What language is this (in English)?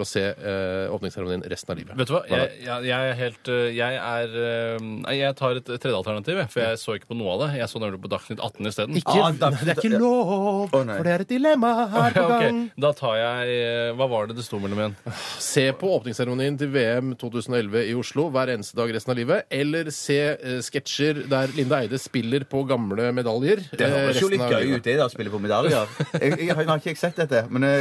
Norwegian